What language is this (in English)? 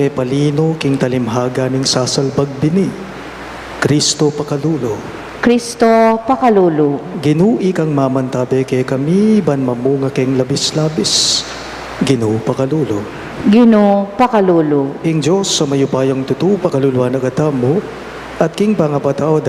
Pampanga